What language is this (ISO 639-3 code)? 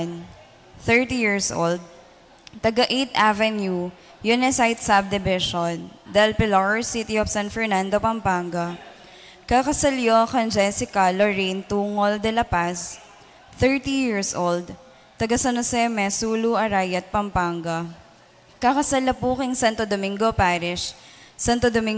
pam